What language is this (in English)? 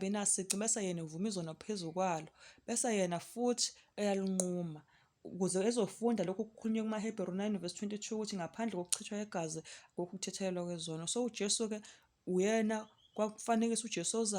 Zulu